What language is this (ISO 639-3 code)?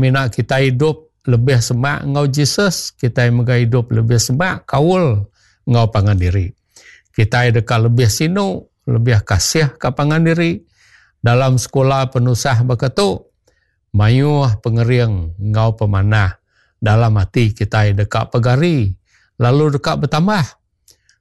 iba